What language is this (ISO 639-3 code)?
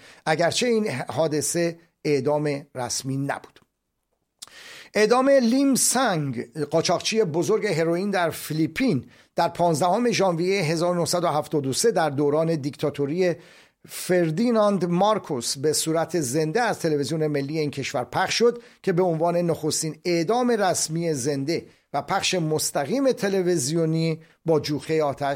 fas